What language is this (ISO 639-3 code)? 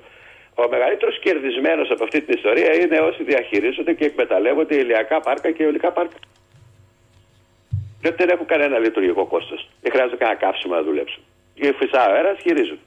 ell